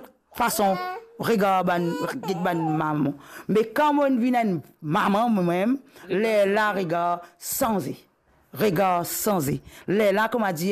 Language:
Morisyen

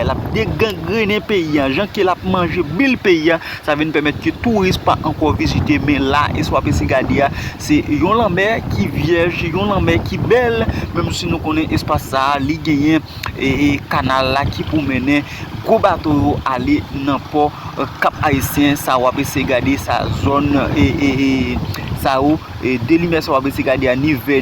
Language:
Haitian Creole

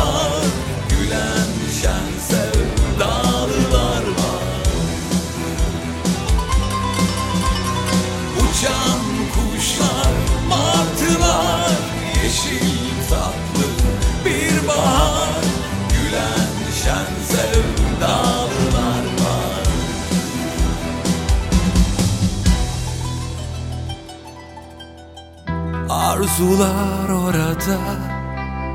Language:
Turkish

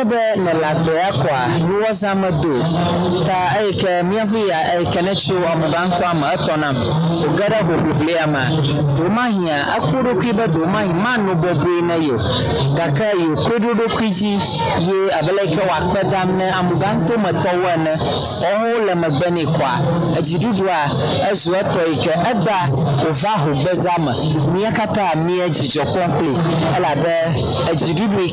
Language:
Ewe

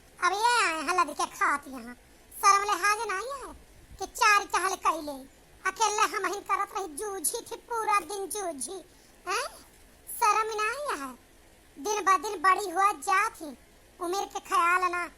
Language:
Awadhi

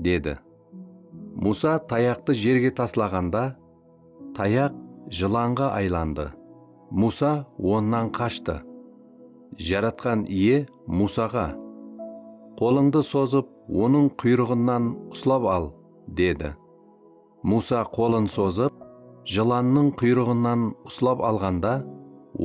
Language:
Kara-Kalpak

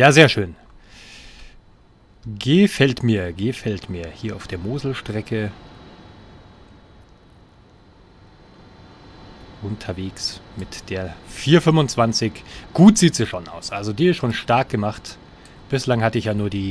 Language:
German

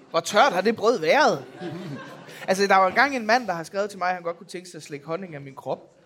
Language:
Danish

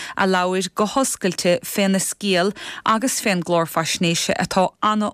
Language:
Irish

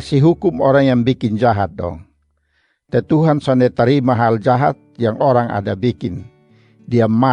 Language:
Kupang Malay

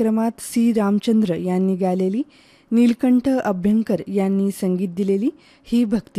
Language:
Marathi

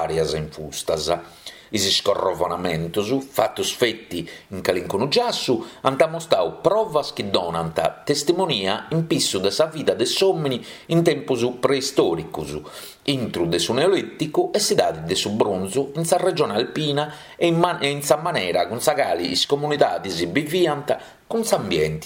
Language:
Sardinian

